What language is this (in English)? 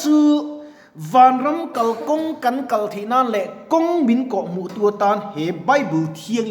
Mizo